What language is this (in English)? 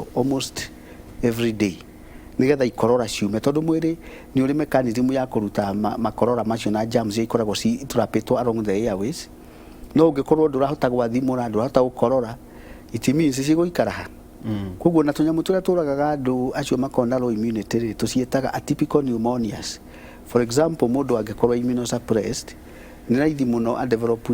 Kikuyu